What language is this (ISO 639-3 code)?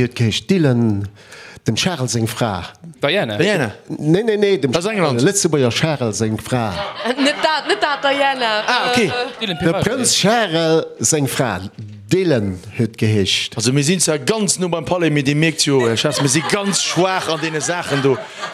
ltz